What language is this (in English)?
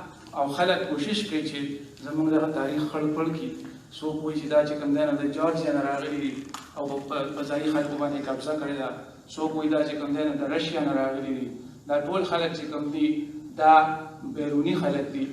Pashto